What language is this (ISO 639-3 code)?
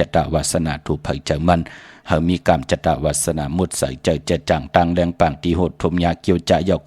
shn